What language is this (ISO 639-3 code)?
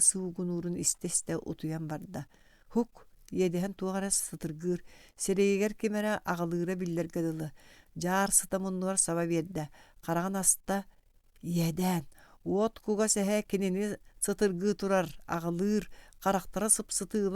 sah